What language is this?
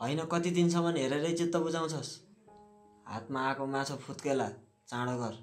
Nepali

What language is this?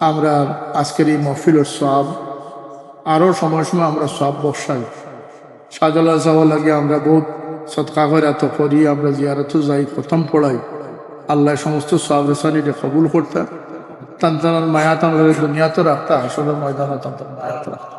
Sylheti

